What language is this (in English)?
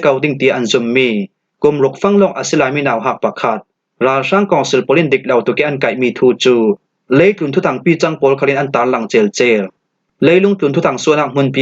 Falam Chin